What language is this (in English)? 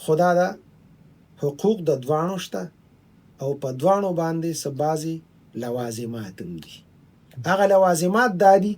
Pashto